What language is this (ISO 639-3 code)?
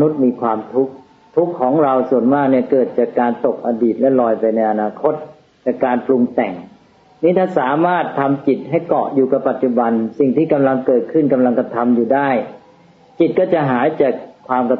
tha